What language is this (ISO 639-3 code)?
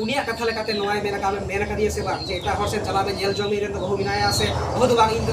sat